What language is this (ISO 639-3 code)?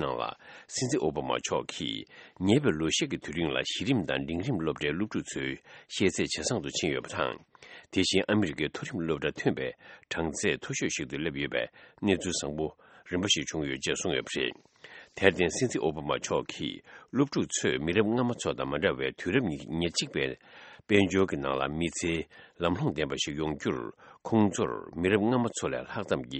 bod